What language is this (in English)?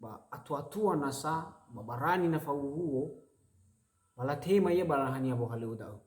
Nias